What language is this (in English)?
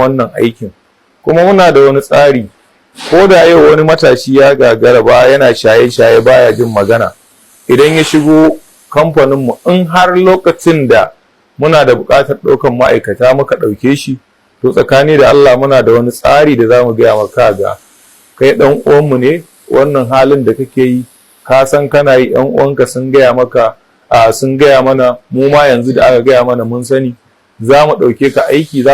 Hausa